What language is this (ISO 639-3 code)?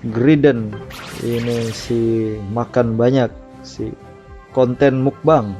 bjn